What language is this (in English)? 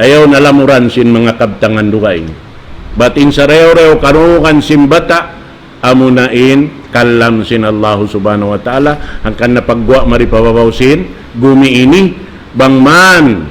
Tausug